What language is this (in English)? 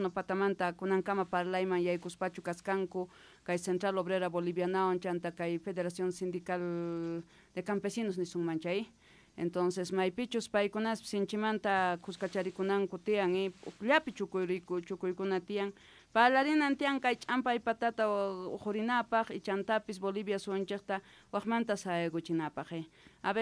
South Bolivian Quechua